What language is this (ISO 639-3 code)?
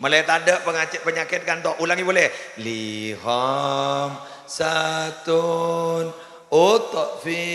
mad